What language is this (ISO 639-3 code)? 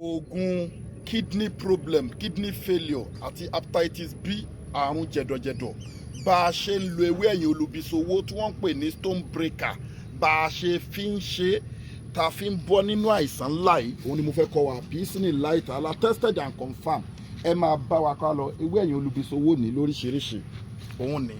yor